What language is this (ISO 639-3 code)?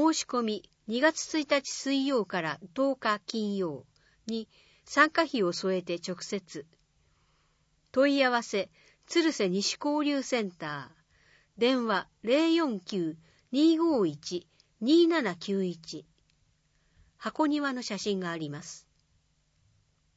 jpn